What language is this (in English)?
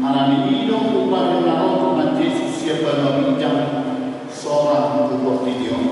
Batak Toba